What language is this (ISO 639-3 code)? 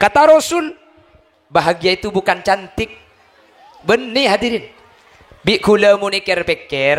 mad